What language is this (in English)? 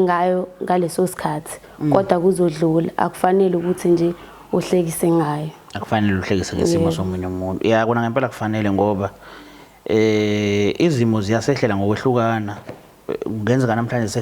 Zulu